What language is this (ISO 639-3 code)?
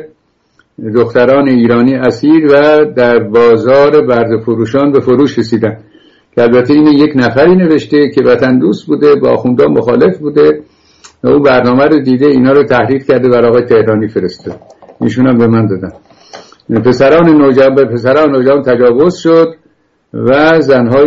fas